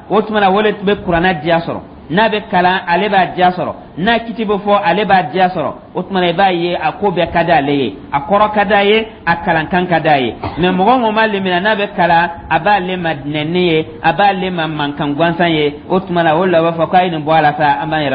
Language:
Dyula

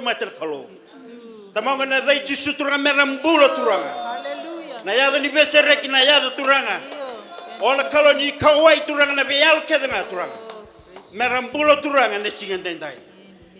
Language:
Fijian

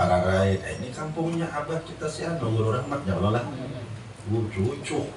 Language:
Banjar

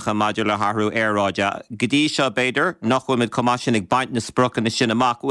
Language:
Irish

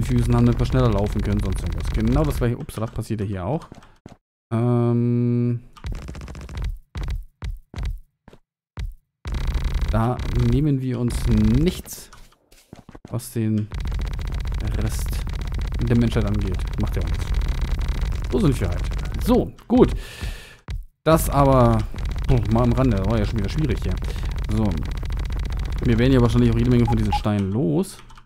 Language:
German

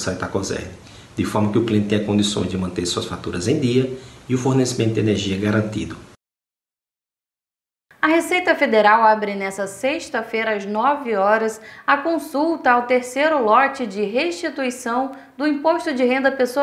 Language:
Portuguese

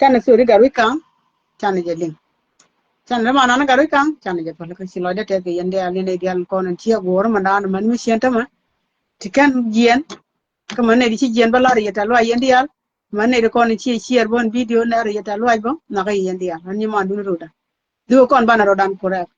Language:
Nuer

